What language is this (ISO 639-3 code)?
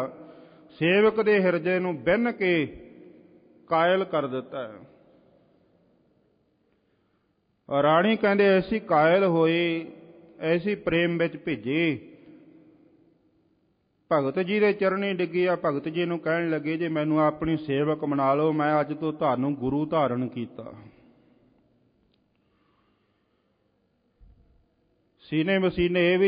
pan